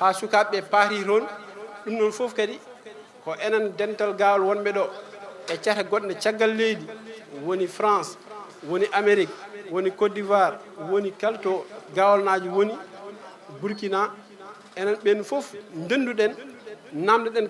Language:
Fula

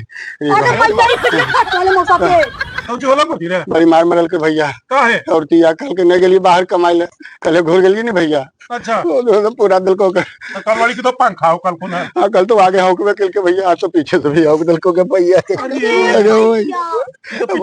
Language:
Magahi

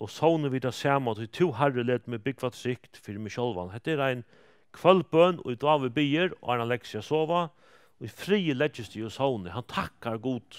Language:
Faroese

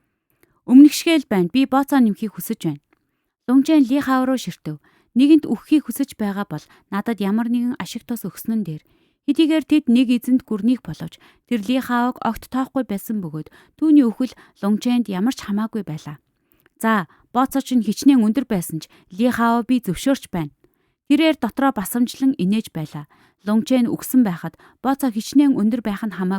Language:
Mongolian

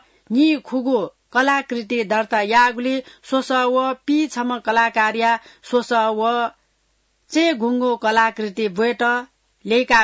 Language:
Newari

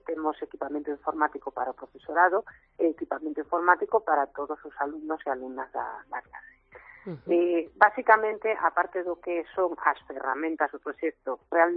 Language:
Galician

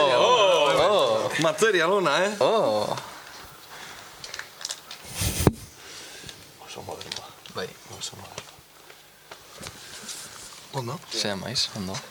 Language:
Basque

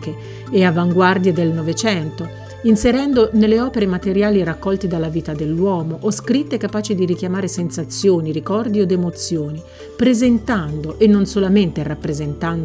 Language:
Italian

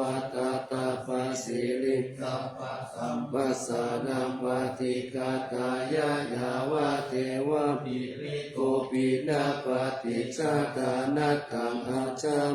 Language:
Pali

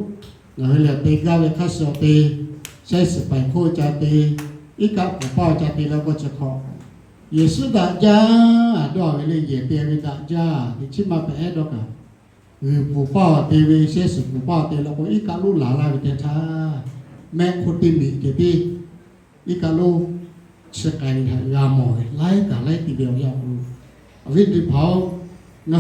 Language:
Lahu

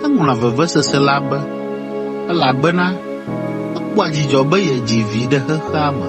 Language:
Ewe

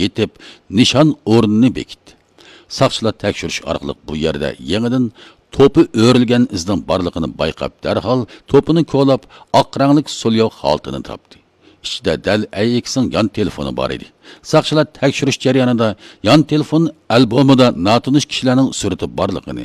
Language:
Uyghur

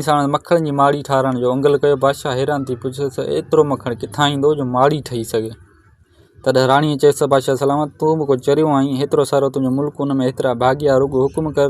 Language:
Sindhi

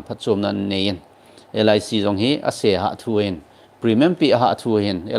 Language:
Thado Chin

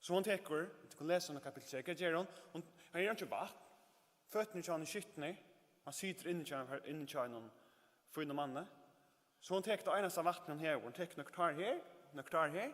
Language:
Faroese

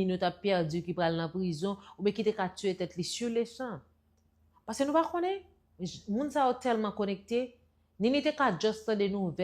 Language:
Haitian Creole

